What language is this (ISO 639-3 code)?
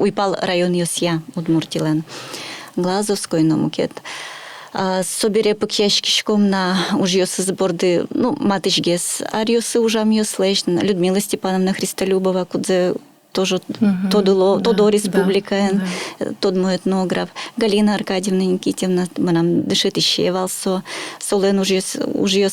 udm